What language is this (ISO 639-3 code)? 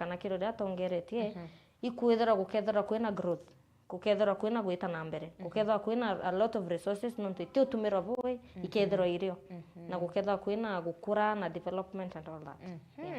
mer